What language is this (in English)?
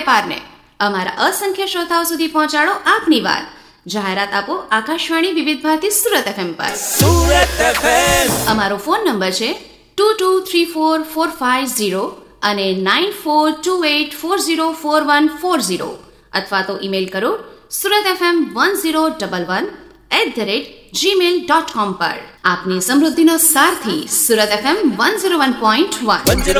Gujarati